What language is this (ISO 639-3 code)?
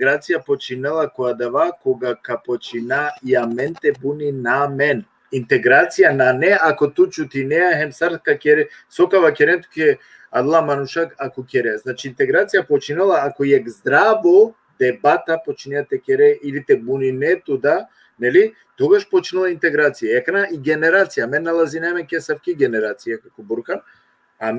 rmn